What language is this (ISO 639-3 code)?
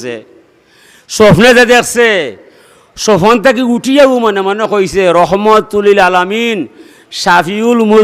syl